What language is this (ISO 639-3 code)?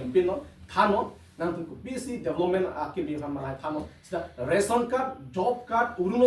mjw